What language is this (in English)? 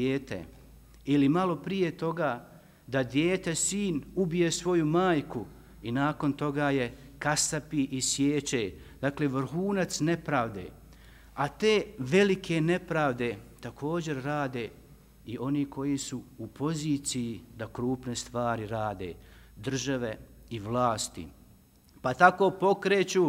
Bosnian